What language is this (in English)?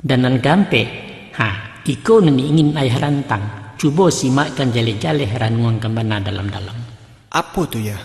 Minangkabau